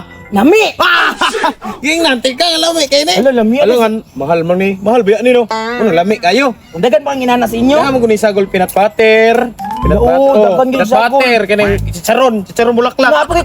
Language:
Cebuano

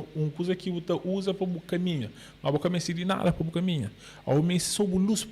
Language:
Kabuverdianu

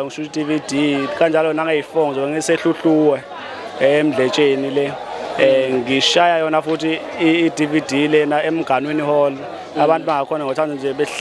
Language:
Zulu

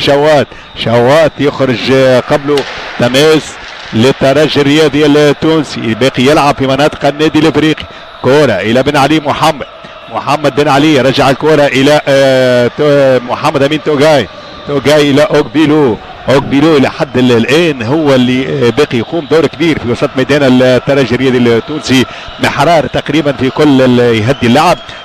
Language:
Tunisian Arabic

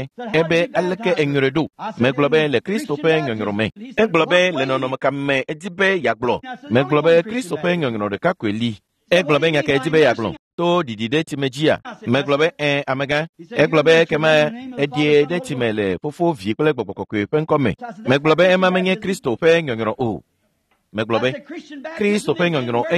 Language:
Ewe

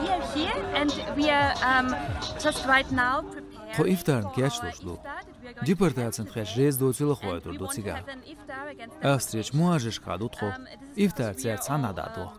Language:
Chechen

